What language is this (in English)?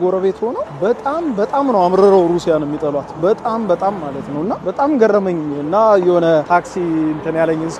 Amharic